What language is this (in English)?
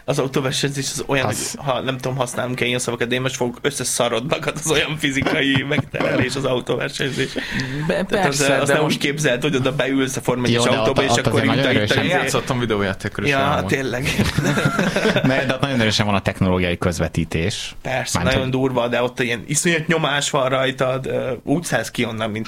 Hungarian